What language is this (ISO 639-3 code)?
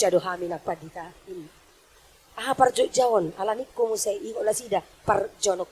bbc